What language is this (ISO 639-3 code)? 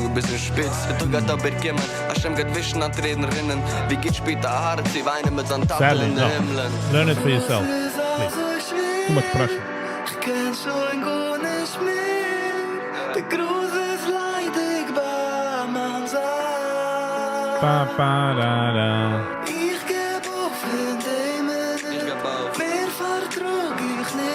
yid